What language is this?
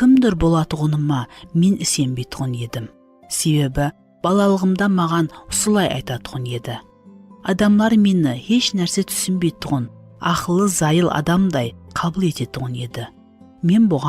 Kara-Kalpak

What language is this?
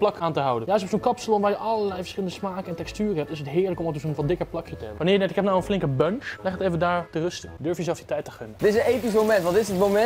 Dutch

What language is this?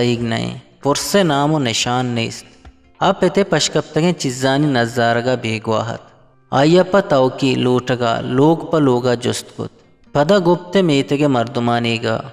Eastern Balochi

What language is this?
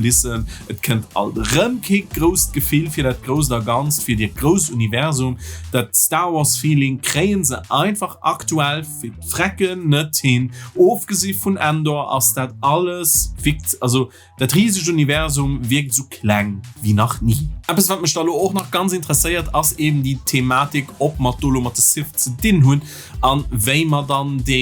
Luxembourgish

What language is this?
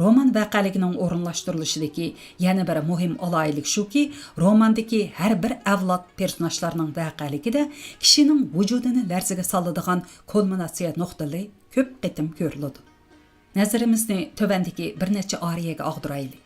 Uyghur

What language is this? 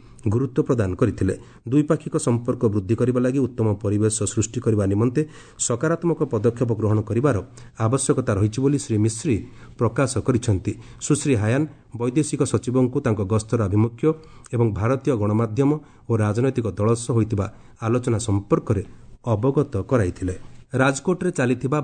Odia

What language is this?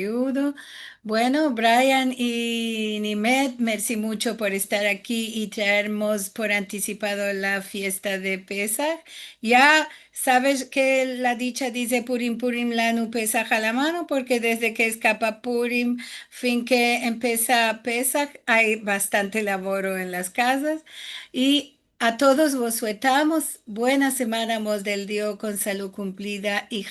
Ladino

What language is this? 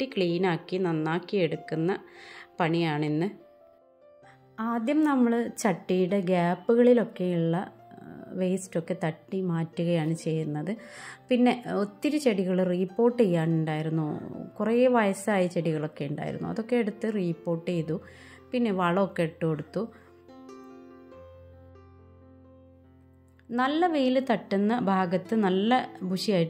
Malayalam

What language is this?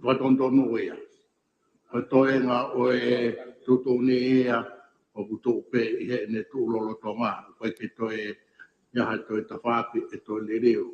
Tongan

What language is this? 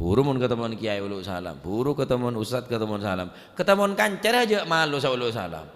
Madurese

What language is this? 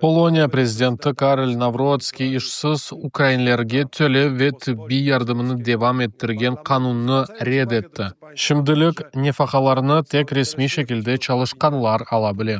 Crimean Tatar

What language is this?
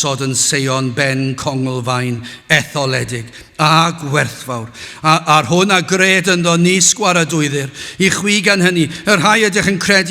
Welsh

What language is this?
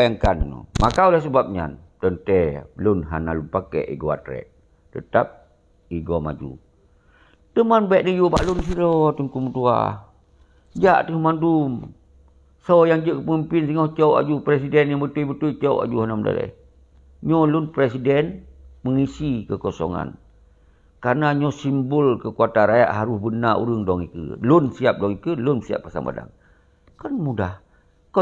Achinese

